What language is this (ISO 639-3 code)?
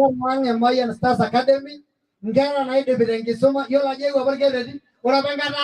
mas